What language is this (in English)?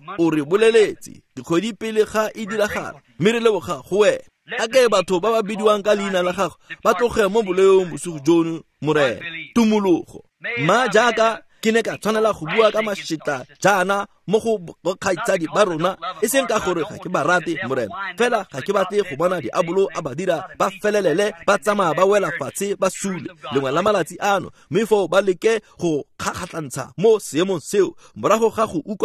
Tswana